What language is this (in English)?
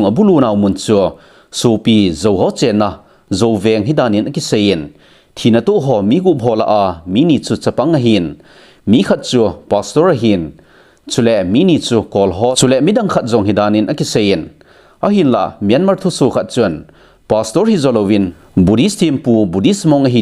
Thado Chin